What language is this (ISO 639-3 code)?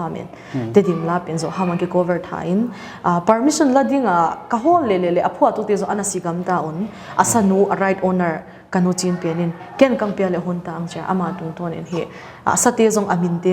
pck